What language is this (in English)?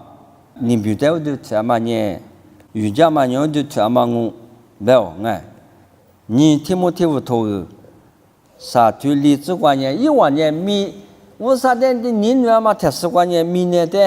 Lisu